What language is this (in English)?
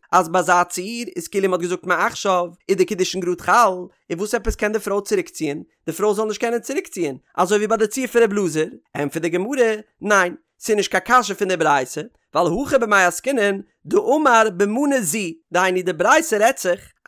Yiddish